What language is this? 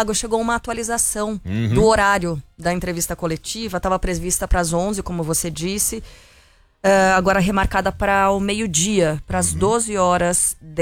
Portuguese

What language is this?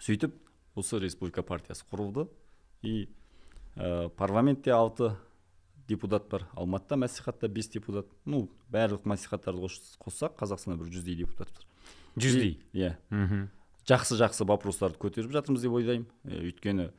Kazakh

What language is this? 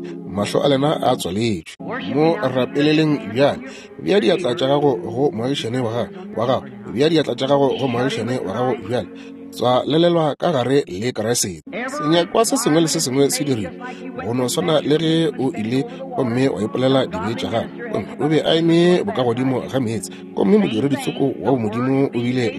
Northern Sotho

